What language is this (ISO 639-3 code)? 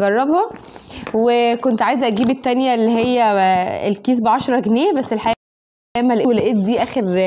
arz